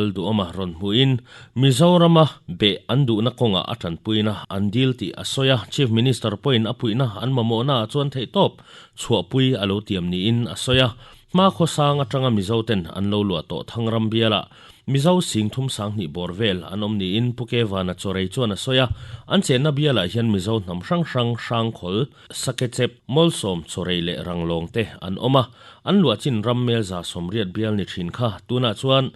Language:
Mizo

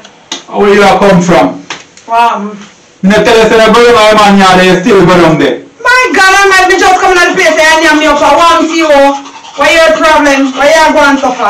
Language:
Jamaican Creole English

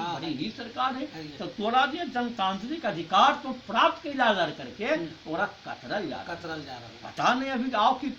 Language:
Magahi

